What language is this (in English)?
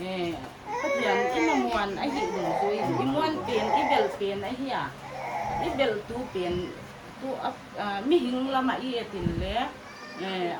Paite Chin